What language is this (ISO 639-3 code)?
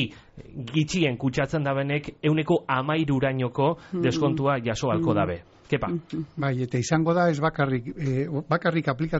eus